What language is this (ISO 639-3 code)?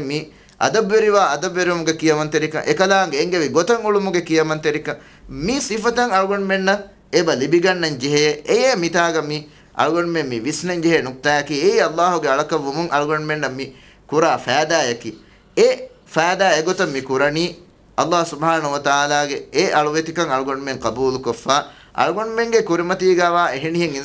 div